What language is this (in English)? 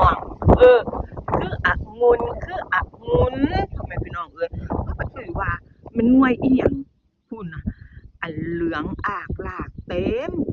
Northeastern Thai